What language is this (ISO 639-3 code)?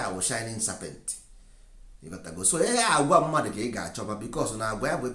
ibo